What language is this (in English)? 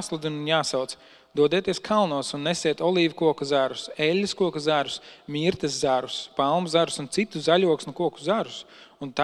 Latvian